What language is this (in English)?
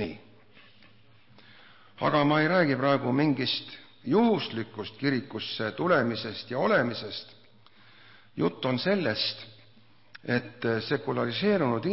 Estonian